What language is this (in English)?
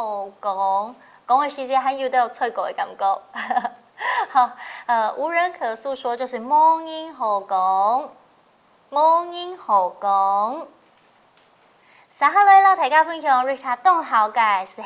Hakka Chinese